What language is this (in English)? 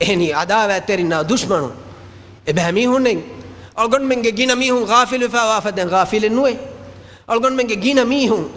Divehi